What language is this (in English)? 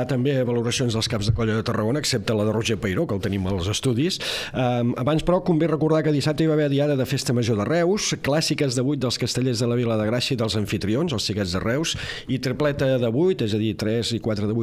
Catalan